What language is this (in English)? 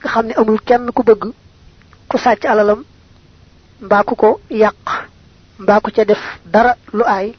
Wolof